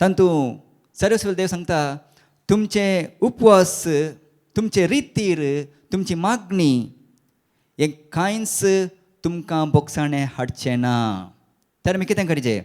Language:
Konkani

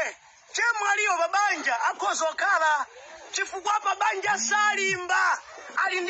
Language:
Nyanja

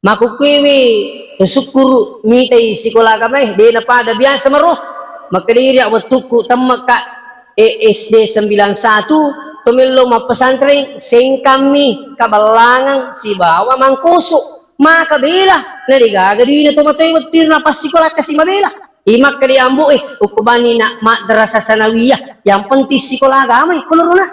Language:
Buginese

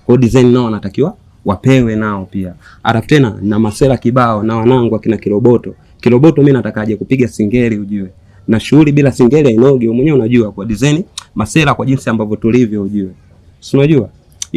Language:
Swahili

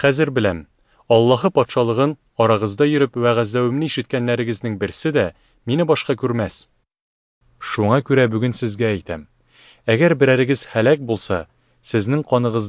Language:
Tatar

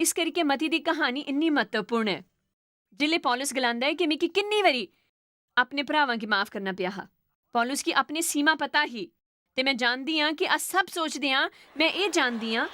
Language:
Dogri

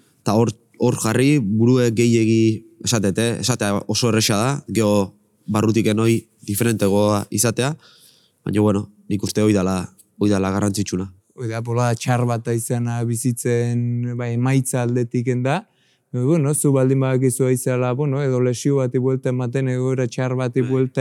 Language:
Basque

